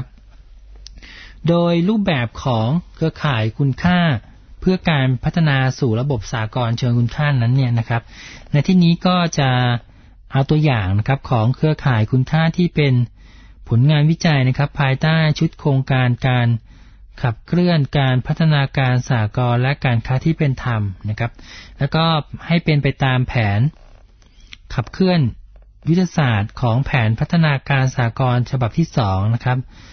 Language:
Thai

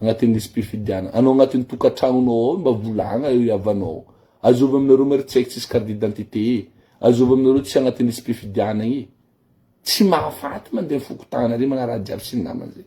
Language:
Malagasy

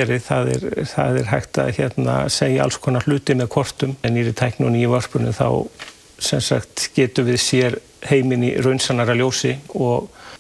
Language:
Icelandic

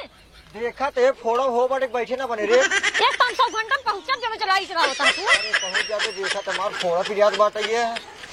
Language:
Awadhi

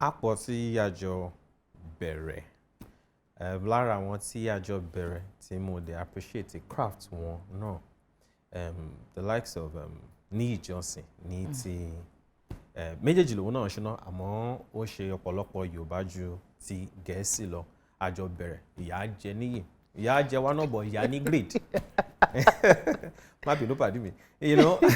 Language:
Yoruba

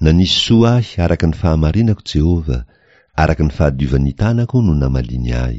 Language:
Malagasy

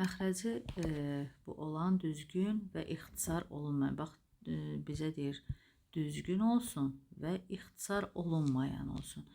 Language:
Azerbaijani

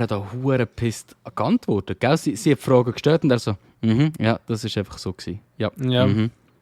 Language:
Swiss German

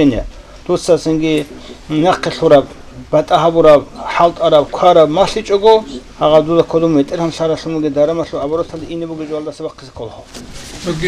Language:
Avaric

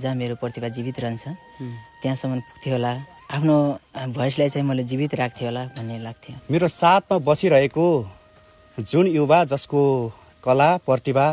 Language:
Nepali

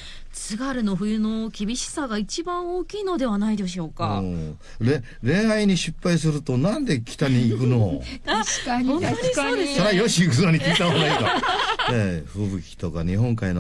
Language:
Japanese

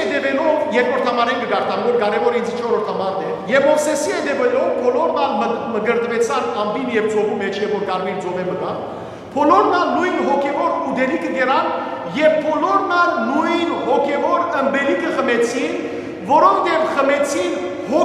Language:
Western Armenian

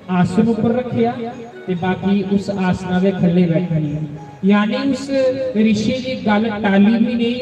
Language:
Dogri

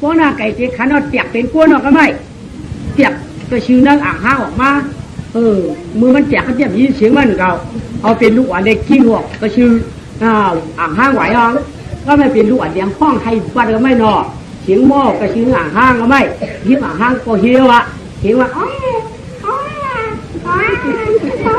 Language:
Shan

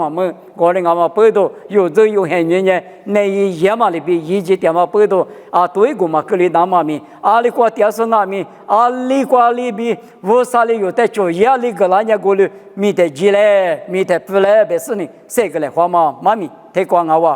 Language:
Lisu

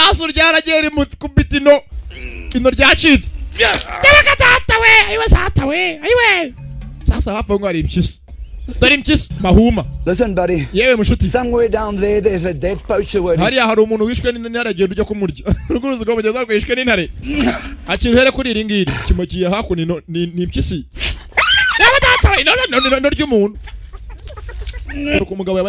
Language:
Kinyarwanda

